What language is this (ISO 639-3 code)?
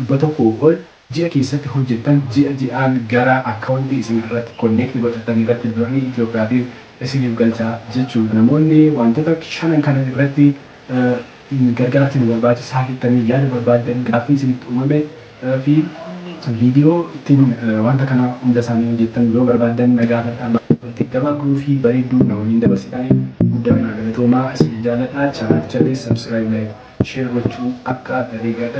orm